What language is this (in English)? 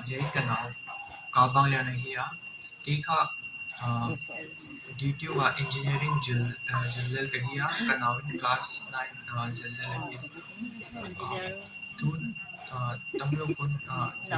Paite Chin